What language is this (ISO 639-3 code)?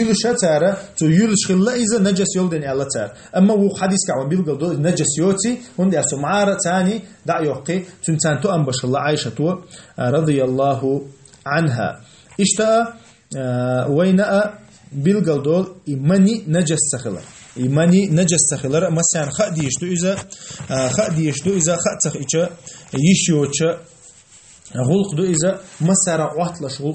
che